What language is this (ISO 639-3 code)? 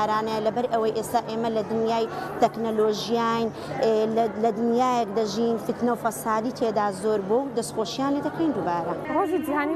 ckb